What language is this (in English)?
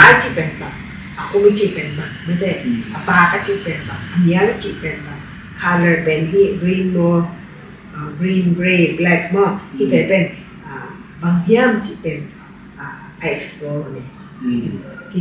Tedim Chin